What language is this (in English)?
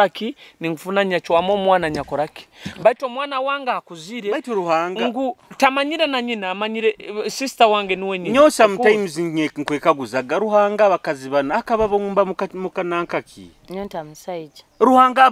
Nyoro